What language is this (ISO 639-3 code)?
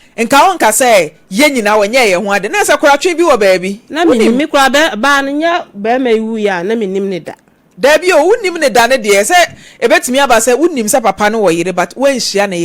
aka